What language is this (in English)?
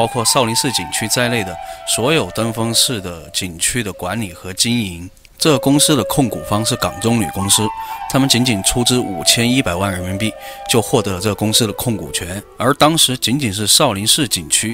Chinese